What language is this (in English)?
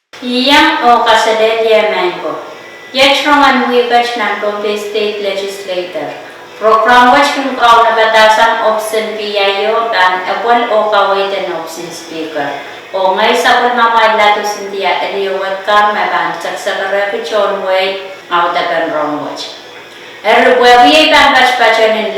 Pohnpeian